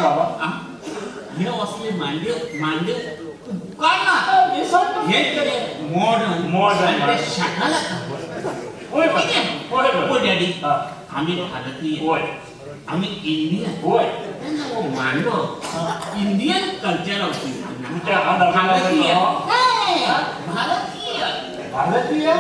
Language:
Konkani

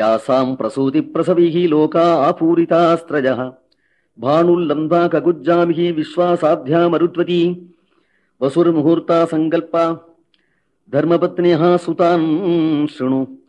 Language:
Sanskrit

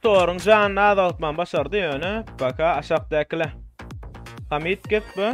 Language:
Turkmen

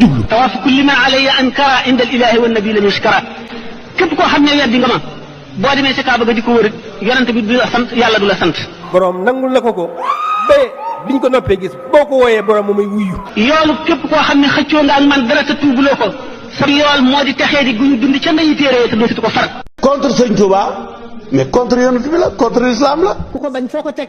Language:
Wolof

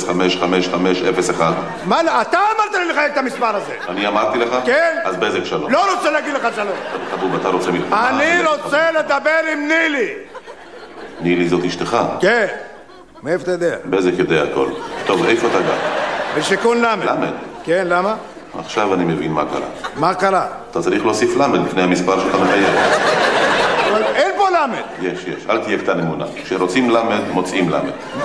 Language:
Hebrew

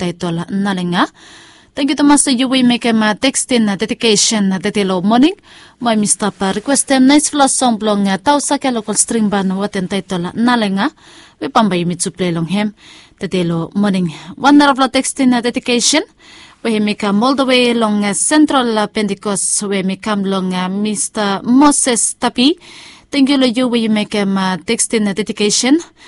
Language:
Bislama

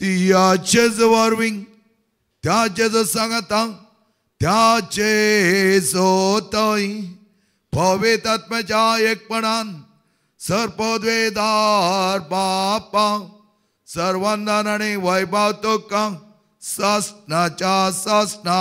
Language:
Konkani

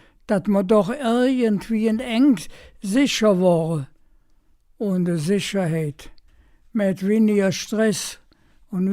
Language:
Colognian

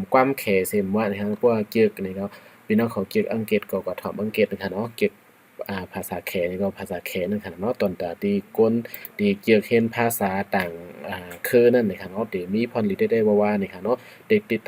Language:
Shan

